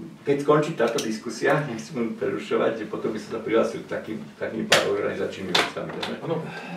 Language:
Slovak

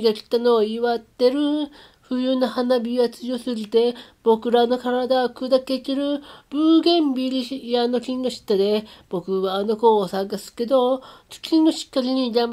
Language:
Japanese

